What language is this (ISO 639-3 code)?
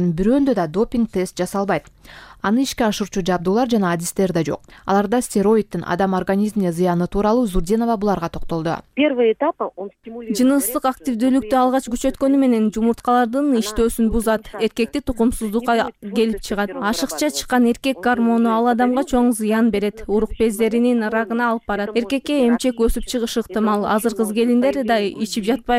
kir